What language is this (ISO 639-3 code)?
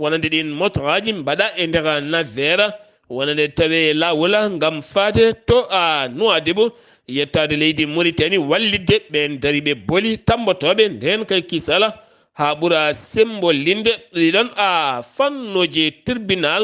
ful